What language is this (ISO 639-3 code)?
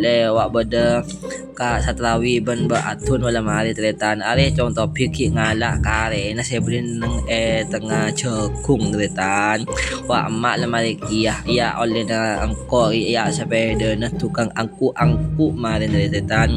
mad